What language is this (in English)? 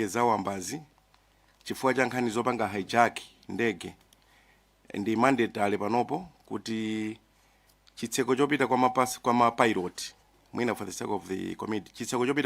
Nyanja